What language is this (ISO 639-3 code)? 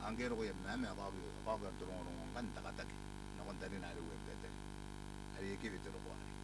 gil